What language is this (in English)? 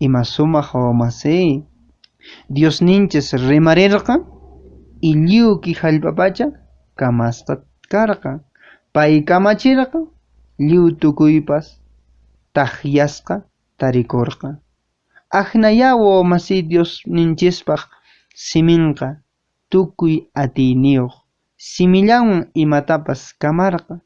Quechua